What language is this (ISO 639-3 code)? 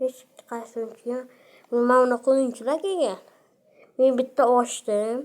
uzb